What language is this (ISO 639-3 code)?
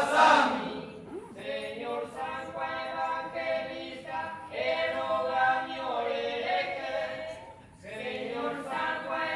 grn